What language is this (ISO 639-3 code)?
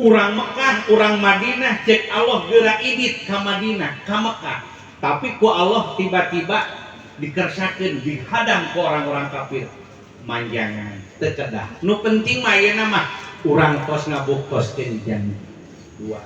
sun